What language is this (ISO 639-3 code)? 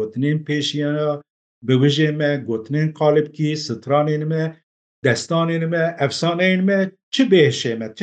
kur